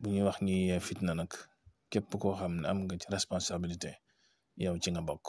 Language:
Wolof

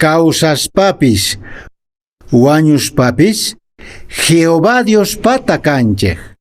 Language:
Quechua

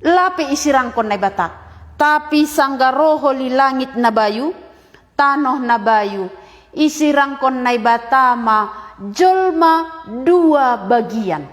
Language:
Batak Simalungun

